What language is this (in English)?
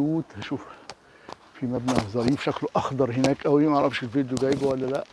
Egyptian Arabic